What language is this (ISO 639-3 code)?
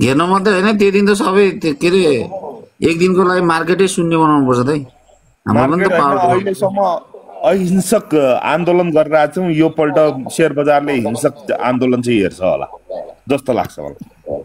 nep